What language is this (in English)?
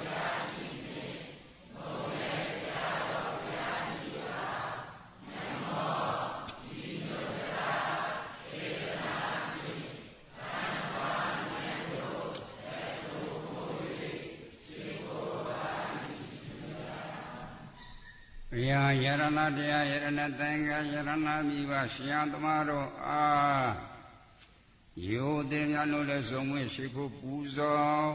Burmese